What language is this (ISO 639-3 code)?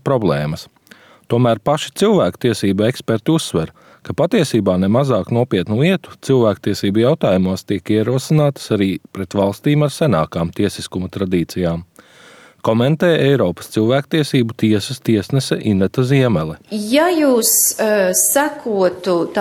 lav